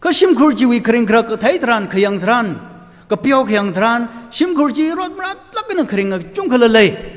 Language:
Tangkhul Naga (India)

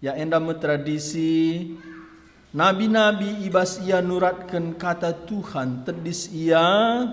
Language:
Batak Karo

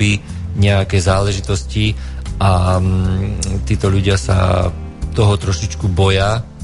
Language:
Slovak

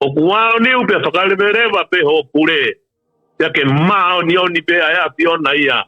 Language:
Tongan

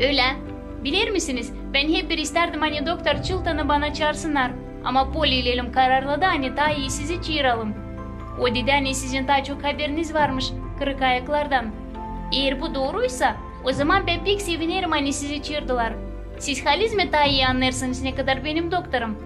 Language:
Gagauz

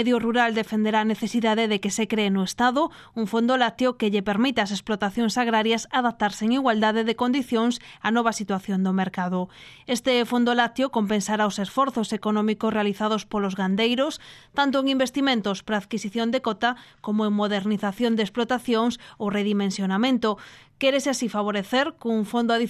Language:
Galician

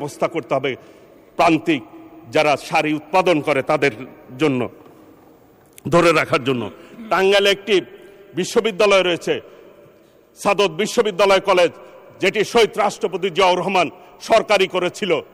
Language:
Bangla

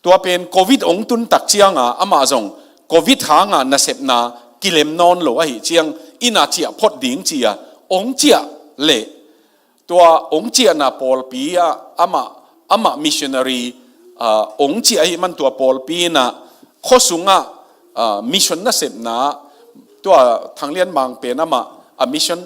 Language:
Tedim Chin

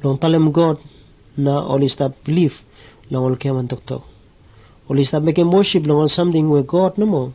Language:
Bislama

